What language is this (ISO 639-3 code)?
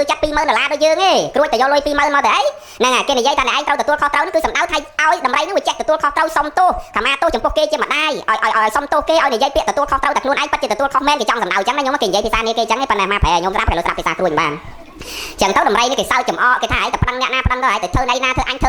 khm